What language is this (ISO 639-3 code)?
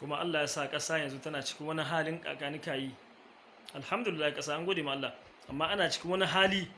hau